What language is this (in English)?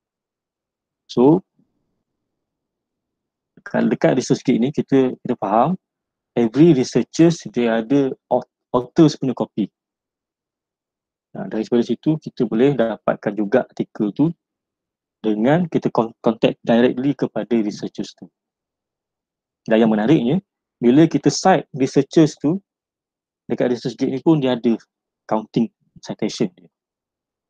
Malay